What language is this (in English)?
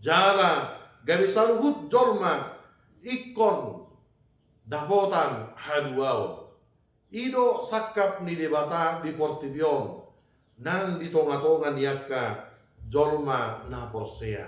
Batak Toba